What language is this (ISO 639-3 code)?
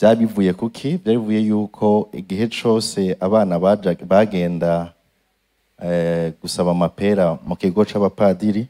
run